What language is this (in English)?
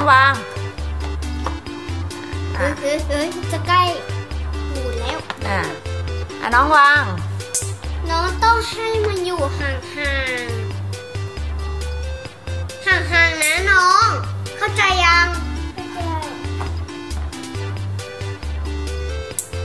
Thai